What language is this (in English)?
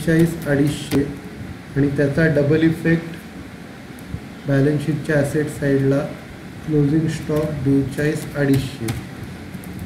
Marathi